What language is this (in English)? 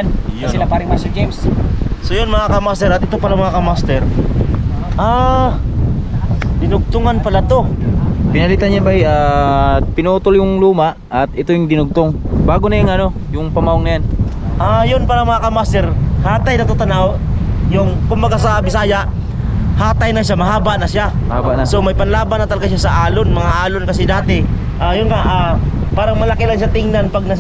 Filipino